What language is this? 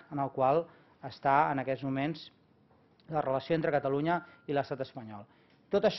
Catalan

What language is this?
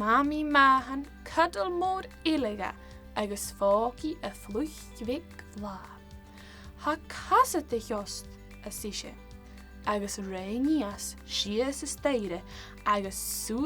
Scottish Gaelic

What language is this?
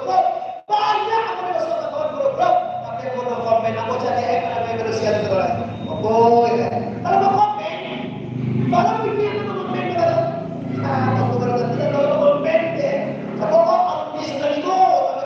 Minangkabau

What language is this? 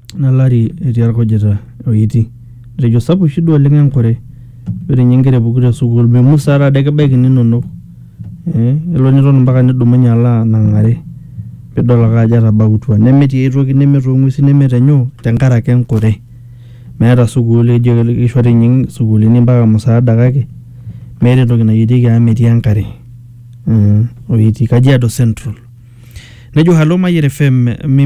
Masai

